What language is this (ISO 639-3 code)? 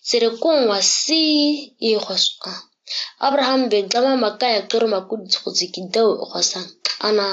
gnk